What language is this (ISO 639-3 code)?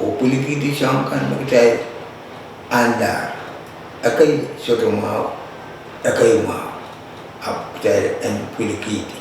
pon